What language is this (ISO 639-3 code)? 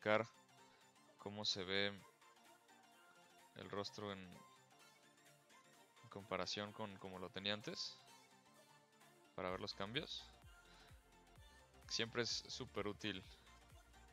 spa